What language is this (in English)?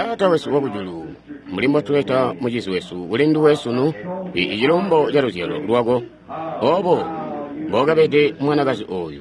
Tonga (Zambia)